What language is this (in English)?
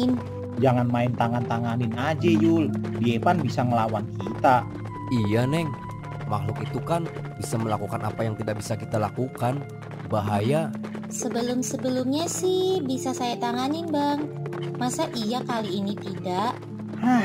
Betawi